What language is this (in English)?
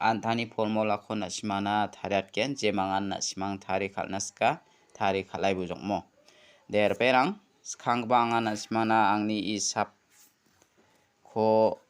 Garo